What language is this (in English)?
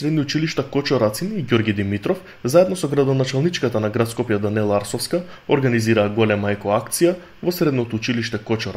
Macedonian